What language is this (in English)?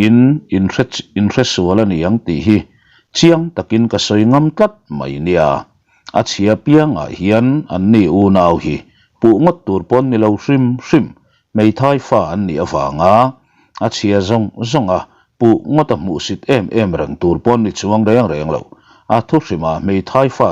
Mizo